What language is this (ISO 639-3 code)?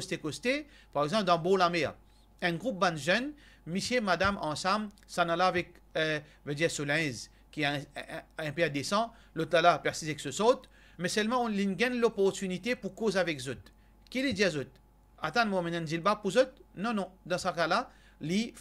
mfe